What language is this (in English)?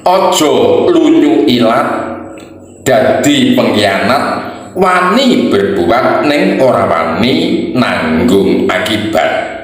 Javanese